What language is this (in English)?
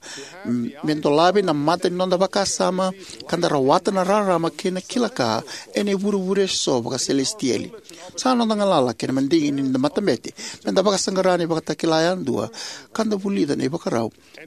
Fijian